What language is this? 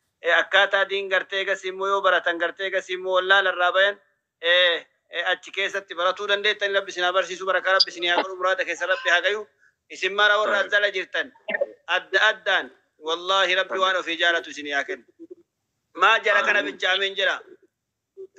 Oromo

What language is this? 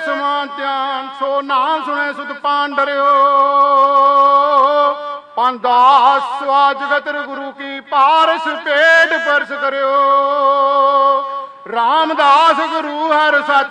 Punjabi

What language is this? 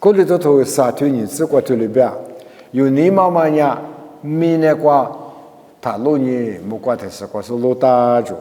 Lisu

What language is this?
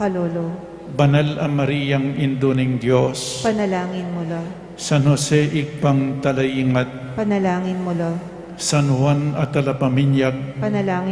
Pampanga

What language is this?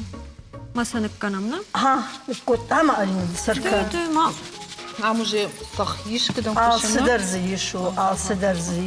Ossetic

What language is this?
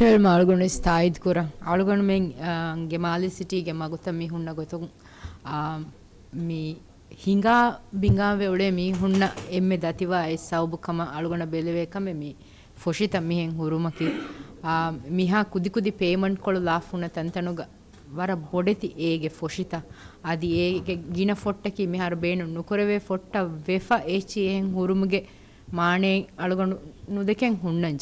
Divehi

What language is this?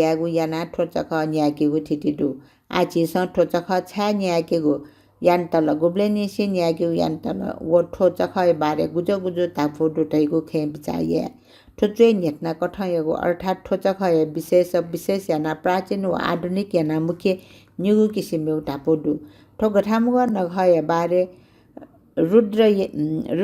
Newari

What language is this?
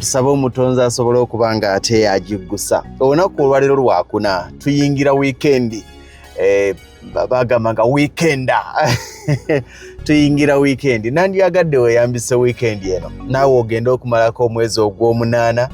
Ganda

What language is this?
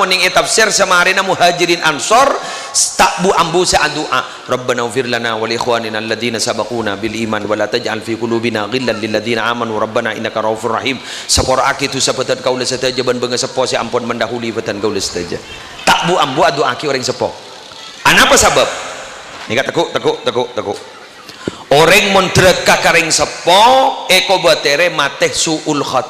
Madurese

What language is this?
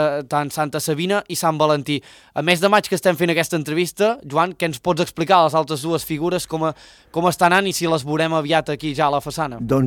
Catalan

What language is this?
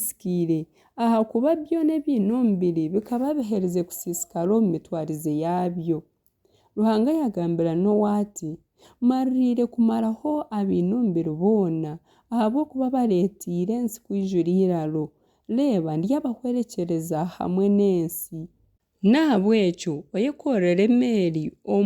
Nyankole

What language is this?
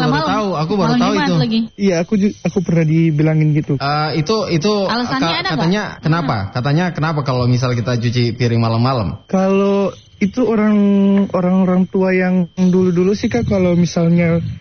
Indonesian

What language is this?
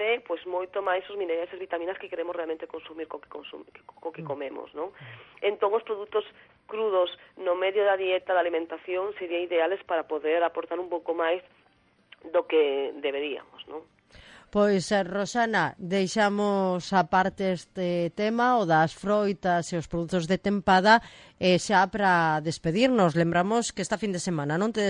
Galician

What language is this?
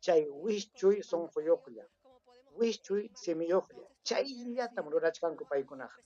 Ayacucho Quechua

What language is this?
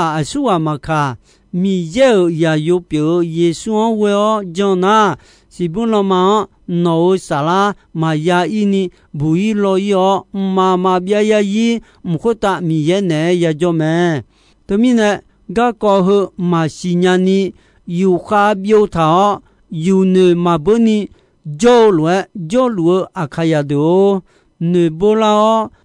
Akha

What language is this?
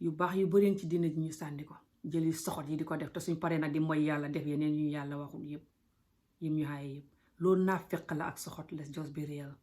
Wolof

